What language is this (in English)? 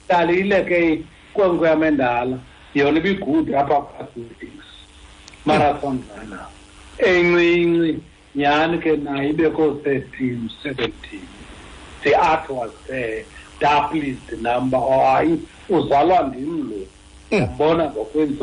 Xhosa